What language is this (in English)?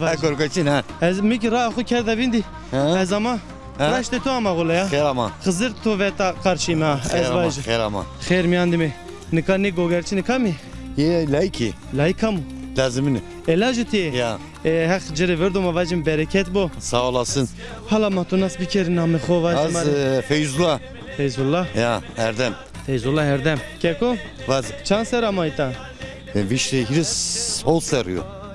Zaza